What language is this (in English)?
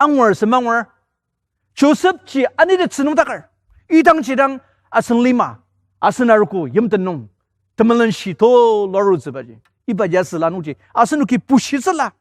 Ao Naga